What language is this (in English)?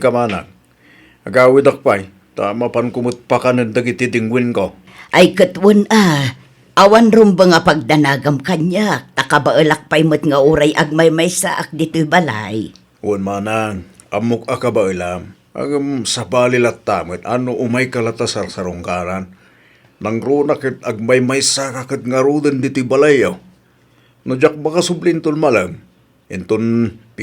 Iloko